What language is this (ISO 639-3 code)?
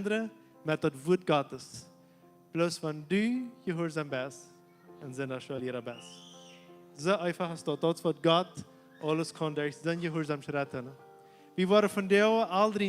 pdt